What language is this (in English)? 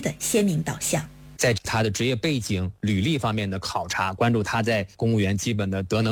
Chinese